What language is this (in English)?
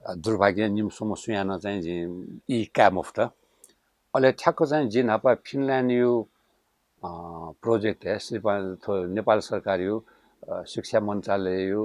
Newari